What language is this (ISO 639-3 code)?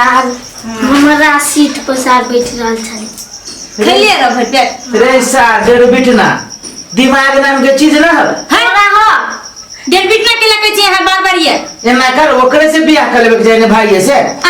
mai